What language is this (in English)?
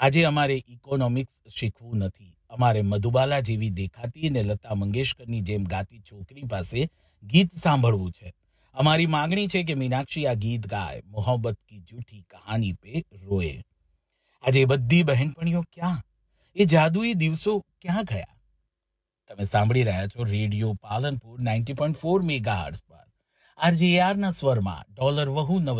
Gujarati